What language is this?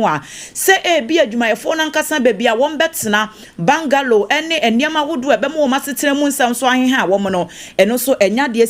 Akan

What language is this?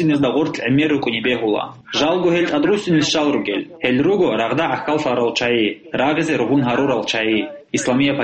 Avaric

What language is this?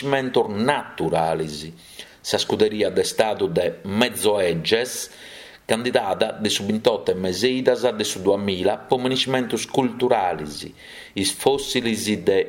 Sardinian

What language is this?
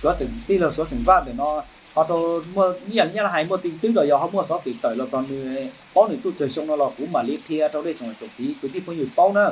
Hmong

